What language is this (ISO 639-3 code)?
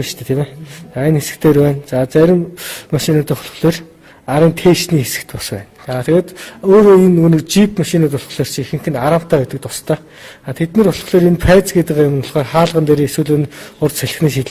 mon